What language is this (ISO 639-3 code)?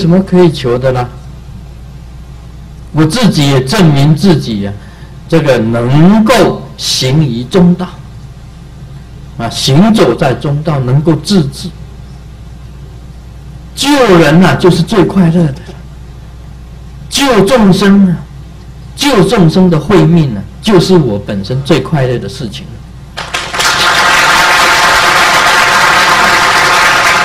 zho